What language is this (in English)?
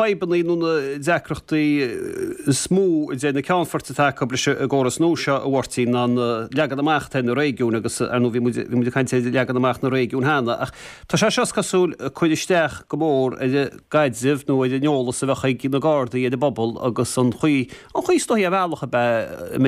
Irish